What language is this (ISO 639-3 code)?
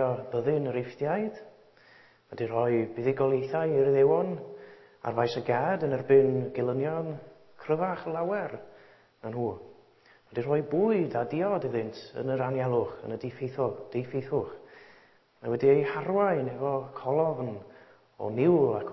cym